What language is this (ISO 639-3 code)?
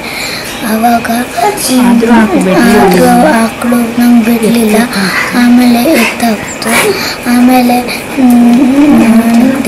kan